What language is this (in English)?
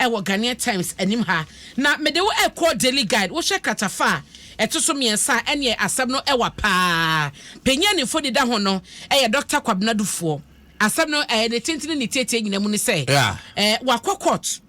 Akan